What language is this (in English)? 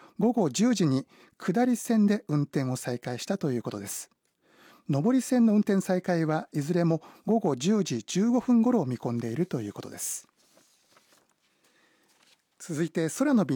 Japanese